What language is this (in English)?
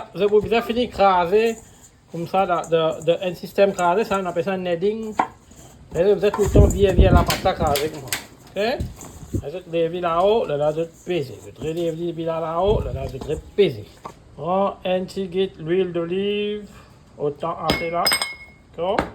Morisyen